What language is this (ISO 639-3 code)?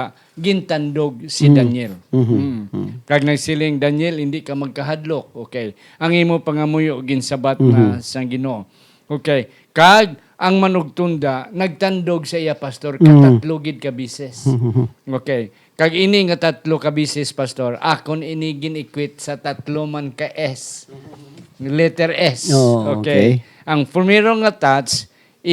hil